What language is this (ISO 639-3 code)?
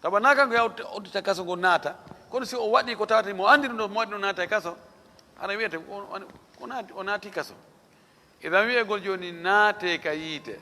ful